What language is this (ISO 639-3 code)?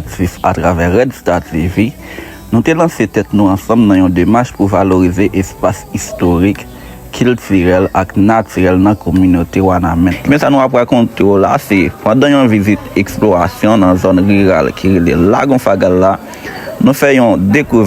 hat